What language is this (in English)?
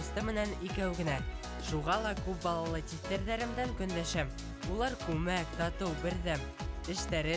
Bashkir